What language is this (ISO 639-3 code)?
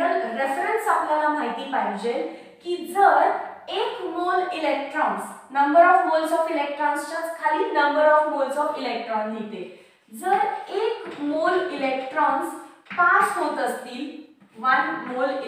mar